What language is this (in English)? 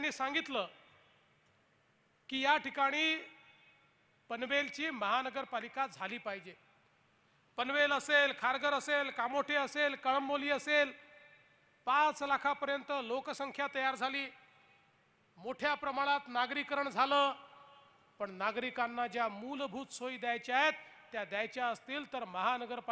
Marathi